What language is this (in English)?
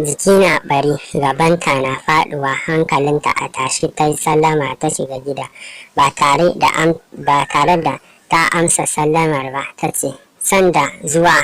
Hausa